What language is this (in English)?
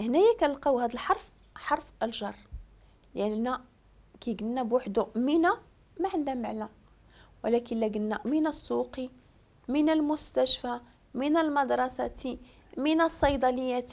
Moroccan Arabic